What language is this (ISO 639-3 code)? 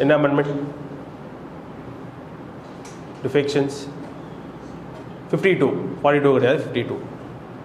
tam